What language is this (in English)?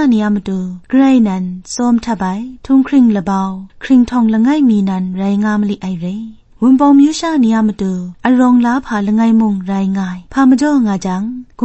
Kachin